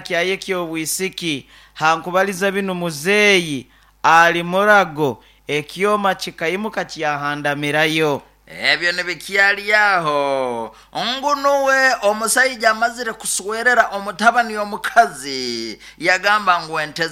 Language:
Nyoro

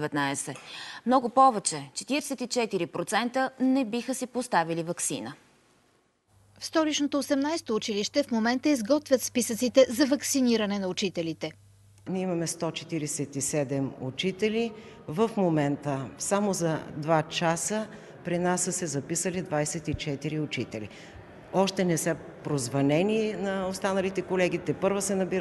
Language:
Bulgarian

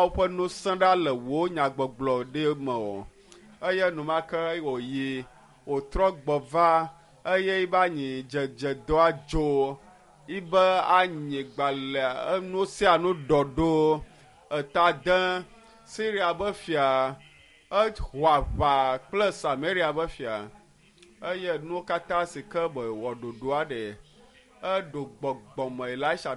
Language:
Ewe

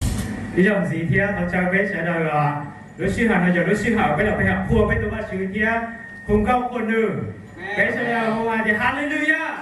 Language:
Hmong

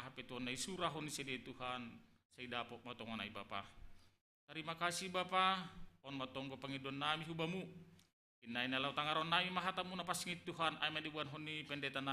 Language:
Batak Simalungun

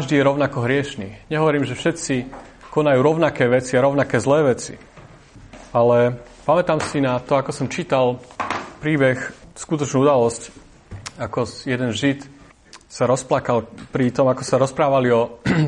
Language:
Slovak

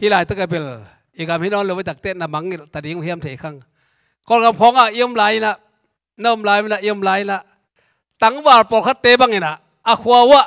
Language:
Tedim Chin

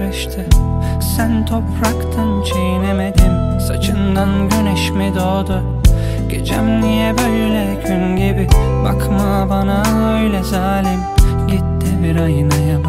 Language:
Turkish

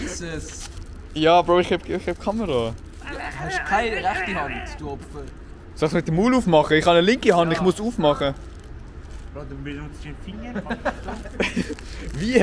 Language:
Swiss German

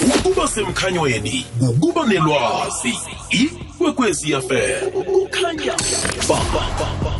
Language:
South Ndebele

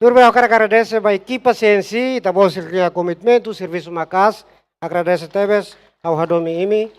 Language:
Tetum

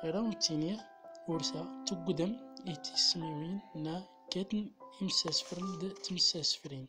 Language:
Central Atlas Tamazight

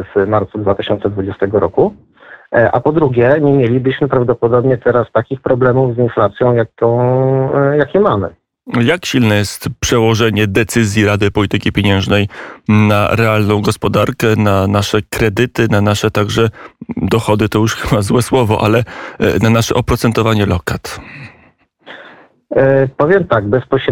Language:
Polish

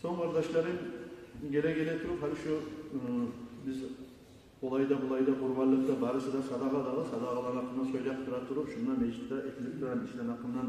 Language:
Kumyk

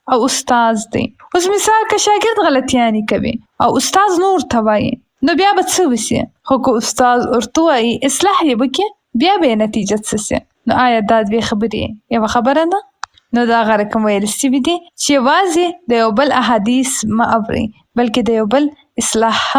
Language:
Pashto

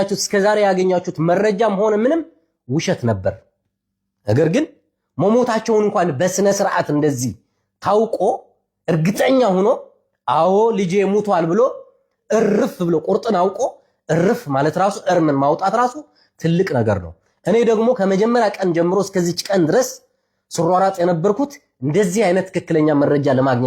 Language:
Amharic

